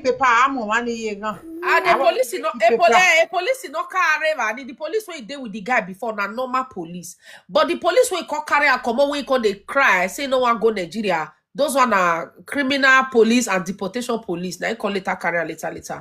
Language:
Nigerian Pidgin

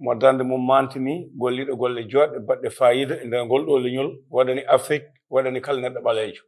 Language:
Fula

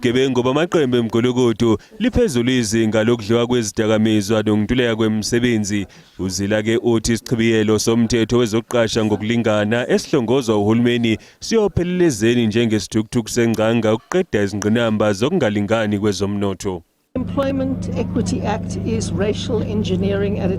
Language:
Zulu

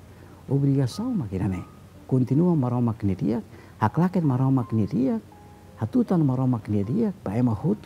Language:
Tetum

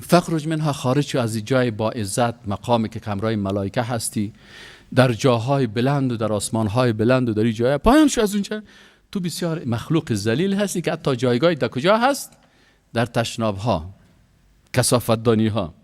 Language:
Persian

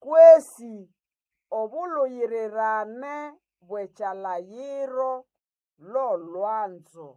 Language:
Nande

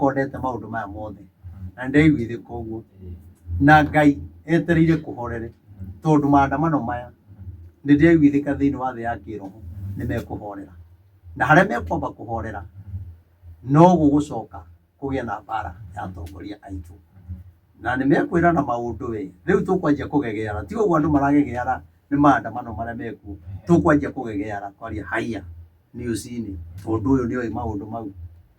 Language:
Kikuyu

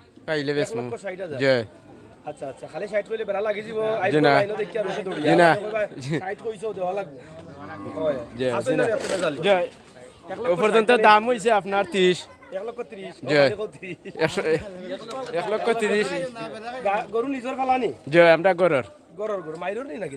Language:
Sylheti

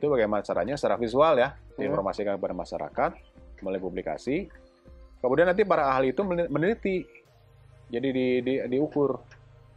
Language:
Indonesian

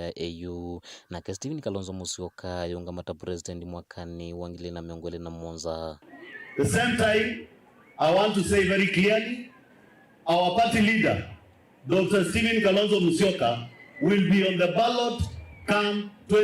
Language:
Kamba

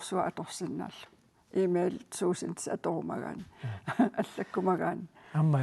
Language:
Kalaallisut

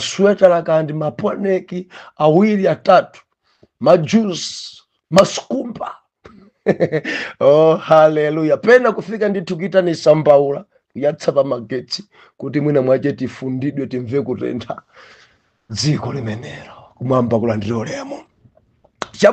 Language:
Nyanja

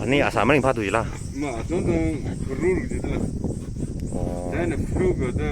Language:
Tangkhul Naga (India)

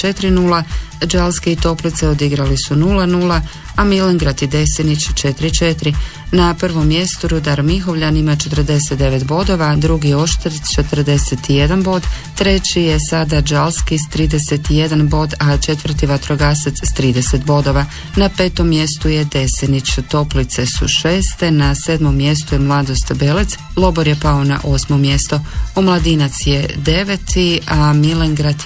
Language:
Croatian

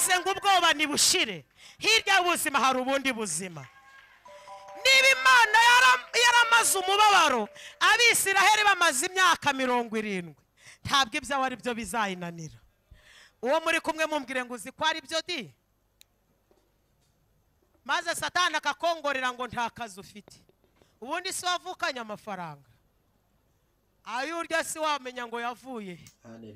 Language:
Kinyarwanda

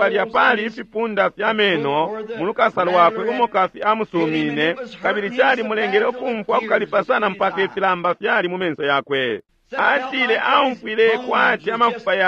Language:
Bemba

